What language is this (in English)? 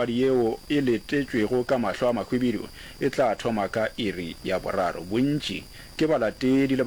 Northern Sotho